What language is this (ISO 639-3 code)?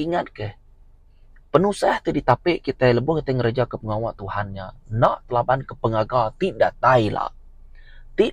iba